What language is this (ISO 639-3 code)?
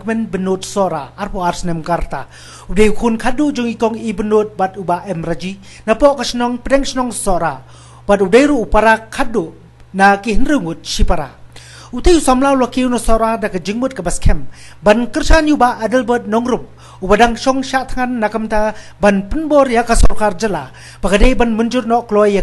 kha